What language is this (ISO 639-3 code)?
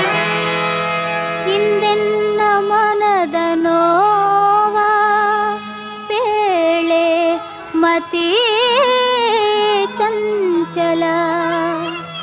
kan